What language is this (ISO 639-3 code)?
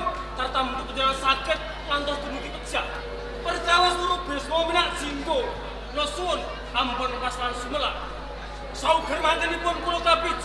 jav